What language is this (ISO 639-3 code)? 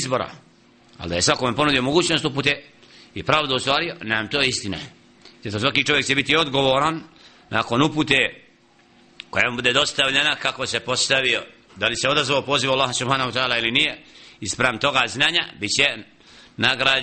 bos